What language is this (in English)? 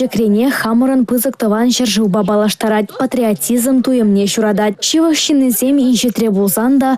Chuvash